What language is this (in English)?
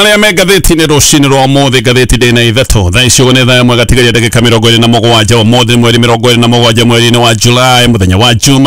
Kikuyu